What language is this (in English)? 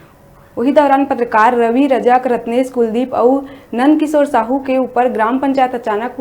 Chhattisgarhi